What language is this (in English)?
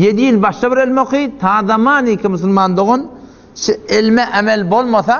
Turkmen